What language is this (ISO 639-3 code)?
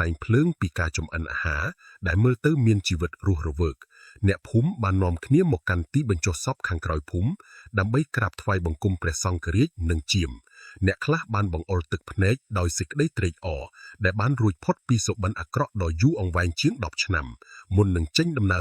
khm